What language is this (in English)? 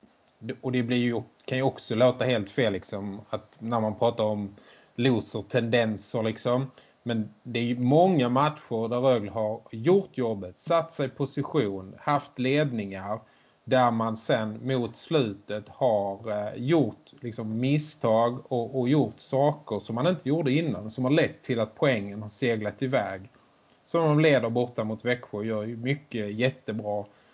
Swedish